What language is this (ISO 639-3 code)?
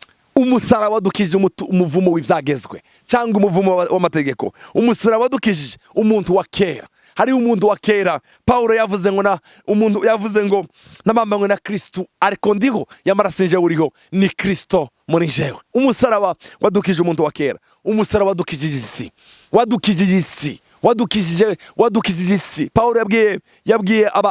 run